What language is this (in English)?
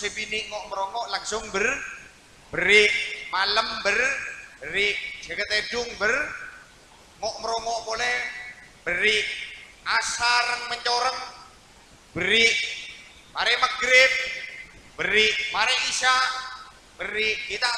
Madurese